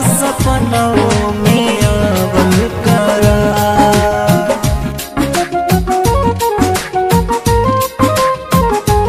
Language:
Bhojpuri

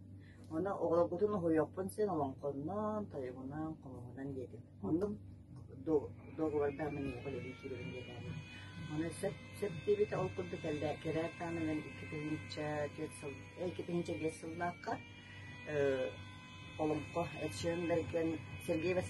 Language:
Yakut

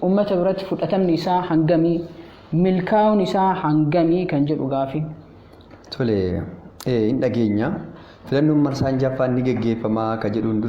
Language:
Oromo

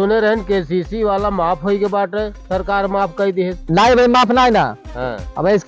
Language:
Awadhi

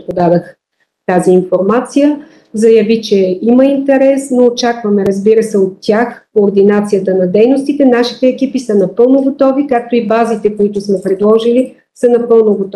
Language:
Bulgarian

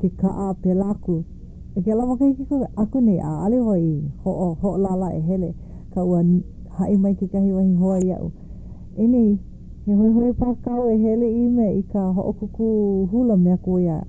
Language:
Hawaiian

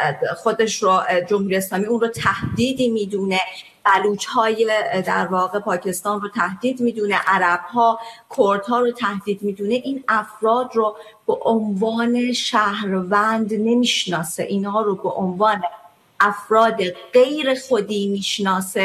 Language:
Persian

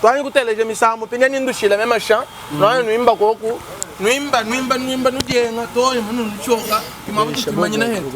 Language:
Luba-Lulua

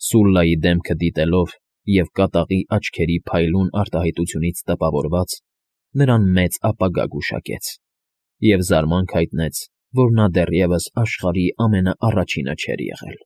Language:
Armenian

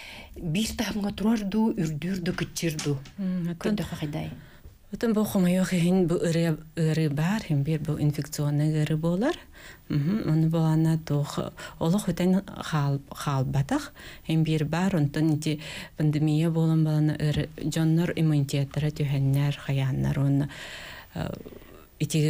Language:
Yakut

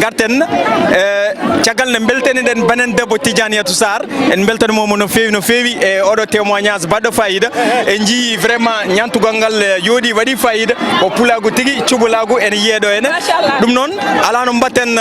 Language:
Fula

